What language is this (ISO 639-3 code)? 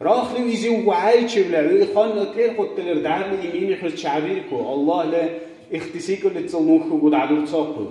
dar